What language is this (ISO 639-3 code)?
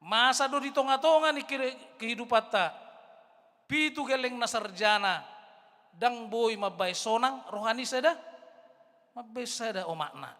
bbc